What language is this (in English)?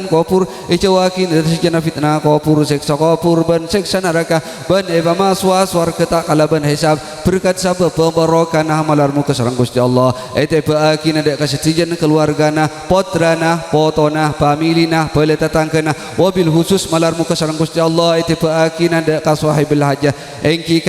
Madurese